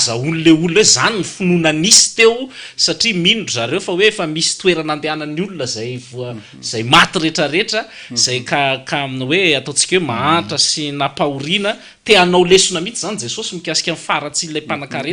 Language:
Malagasy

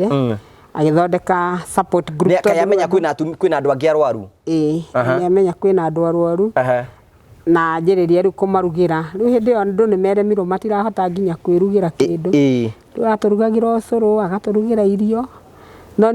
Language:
Kikuyu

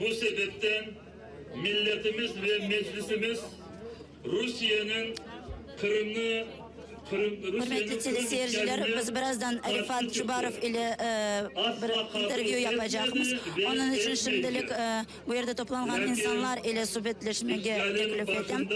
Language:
Crimean Tatar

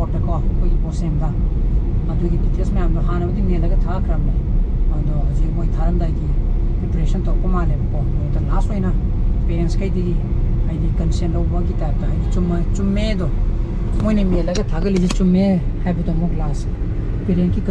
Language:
Manipuri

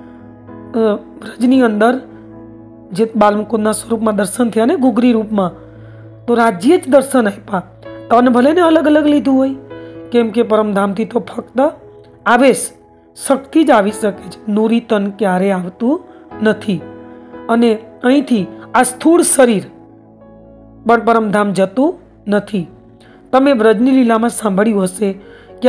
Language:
Gujarati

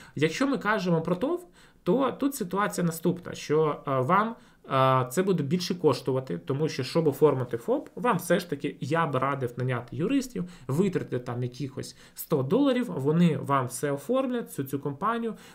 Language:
Ukrainian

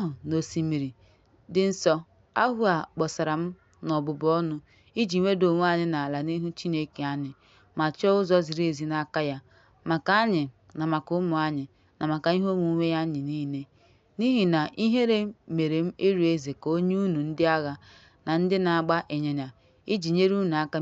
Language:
Igbo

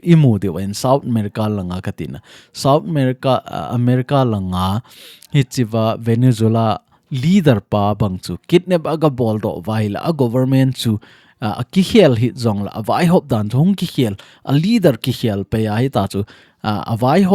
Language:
Thado Chin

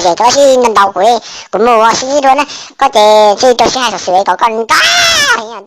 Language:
Hmong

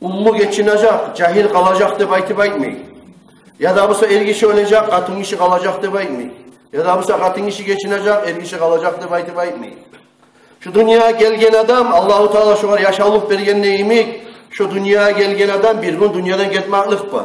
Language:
Kumyk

